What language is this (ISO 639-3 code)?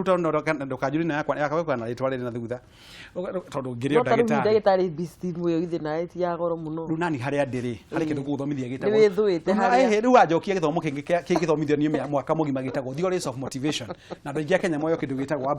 kik